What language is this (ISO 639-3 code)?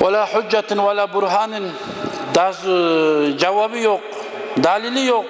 kum